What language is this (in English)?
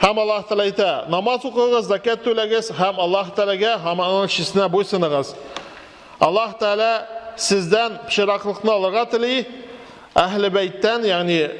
Tatar